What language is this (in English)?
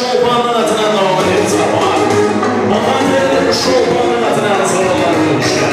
Kara-Kalpak